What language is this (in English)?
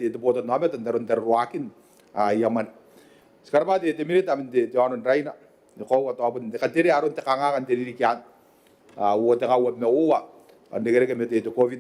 Gilbertese